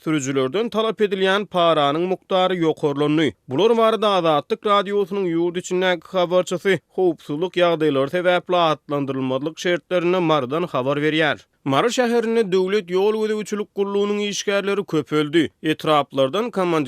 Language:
Turkmen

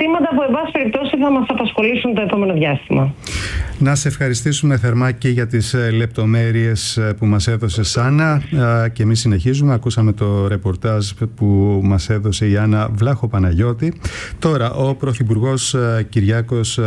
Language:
Greek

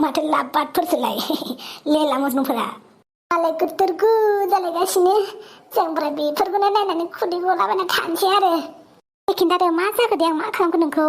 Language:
Bodo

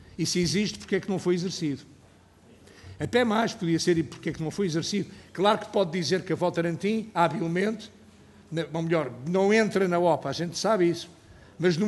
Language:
Portuguese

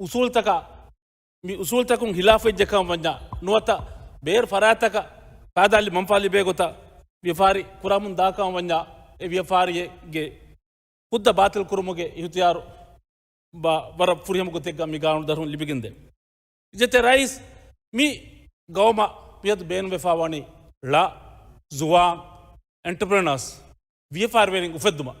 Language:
Divehi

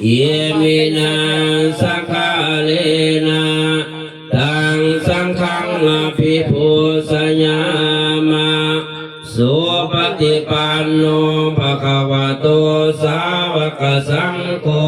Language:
Pali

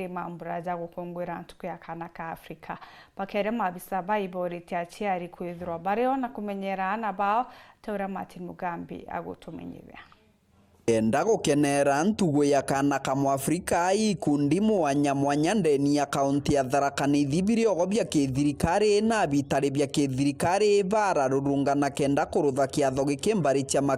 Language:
Meru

